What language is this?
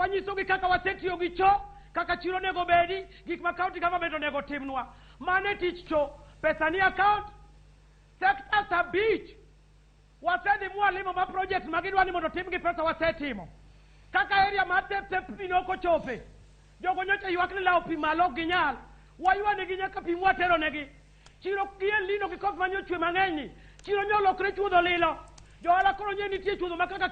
Luo (Kenya and Tanzania)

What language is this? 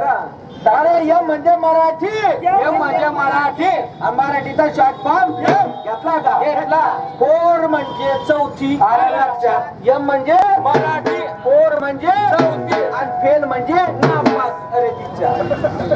Marathi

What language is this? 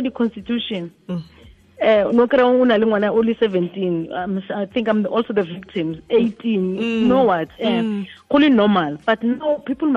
Tswana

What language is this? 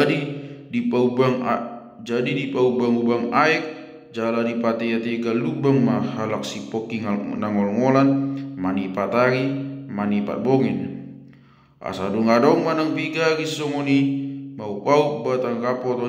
Batak Toba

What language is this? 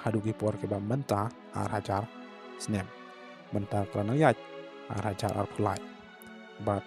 Khasi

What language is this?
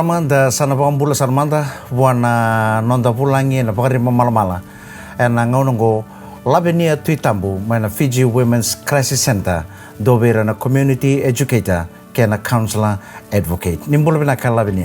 Fijian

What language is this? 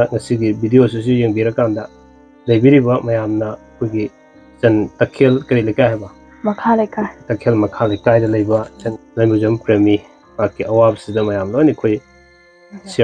Manipuri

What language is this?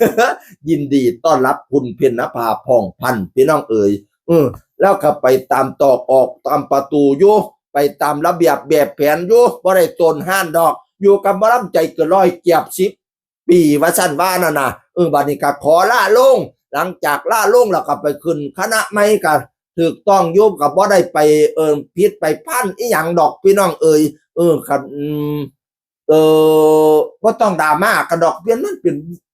Northeastern Thai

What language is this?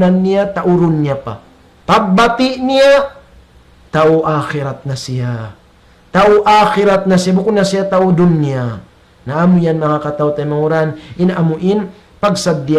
Tausug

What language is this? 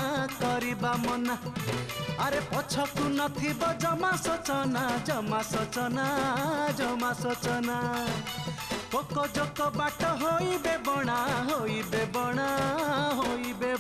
Odia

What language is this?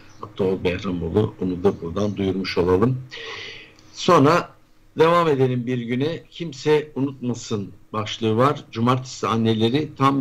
Turkish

